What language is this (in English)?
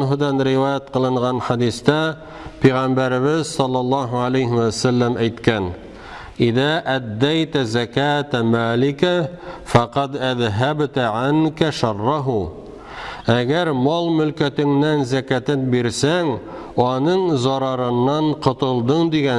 Tatar